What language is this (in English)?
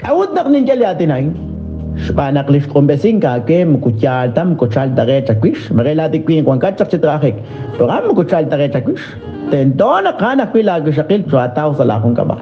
Kekchí